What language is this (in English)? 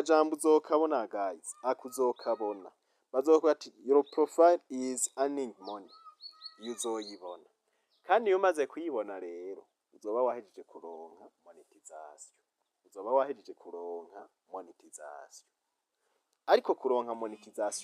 Rundi